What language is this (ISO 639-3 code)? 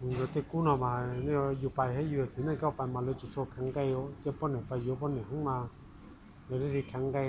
hmn